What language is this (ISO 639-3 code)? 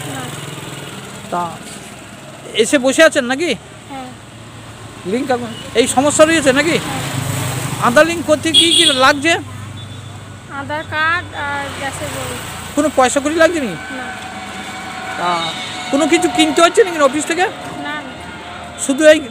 ben